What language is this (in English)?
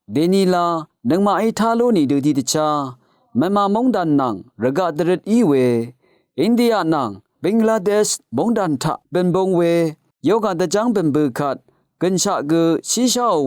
Rawang